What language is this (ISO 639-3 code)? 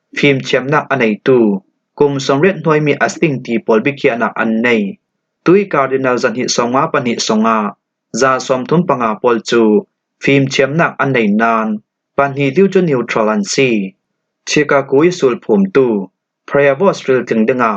cfm